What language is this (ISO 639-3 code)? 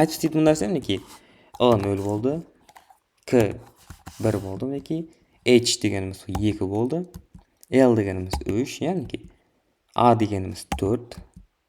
kaa